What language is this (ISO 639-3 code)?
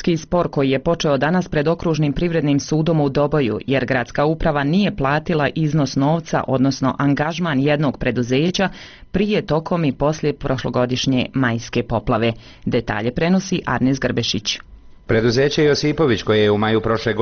bos